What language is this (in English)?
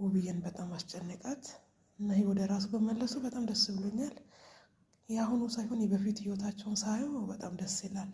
Amharic